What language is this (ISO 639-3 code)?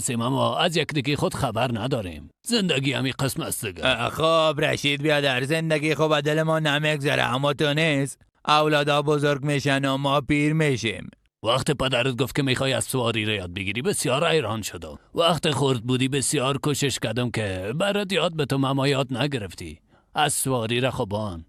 fas